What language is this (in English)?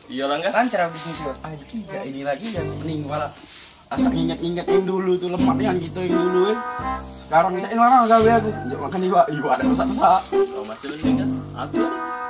Musi